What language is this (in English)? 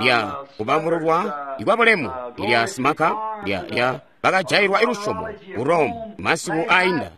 Tonga (Zambia)